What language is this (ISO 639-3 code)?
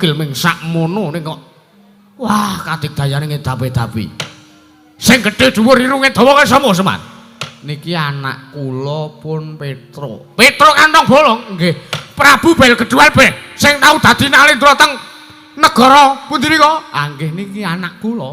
jav